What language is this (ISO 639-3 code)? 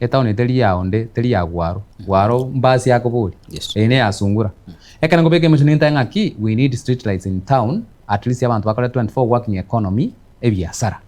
guz